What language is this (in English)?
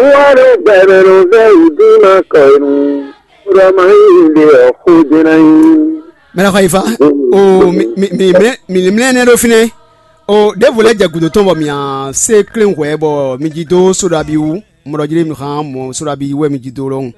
Fon